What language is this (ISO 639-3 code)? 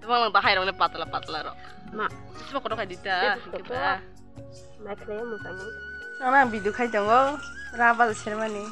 trp